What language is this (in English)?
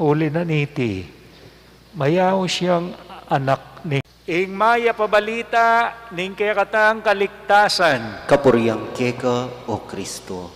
Pampanga